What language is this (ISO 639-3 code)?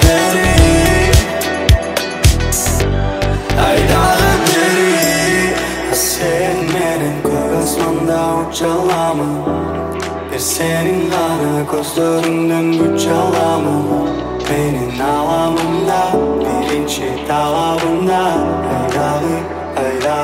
kaz